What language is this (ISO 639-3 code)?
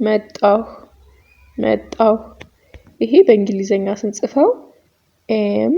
amh